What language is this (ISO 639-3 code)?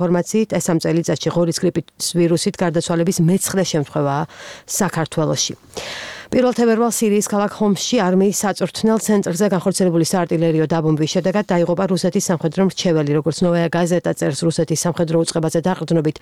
kat